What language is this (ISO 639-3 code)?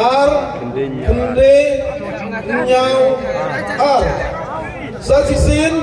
kha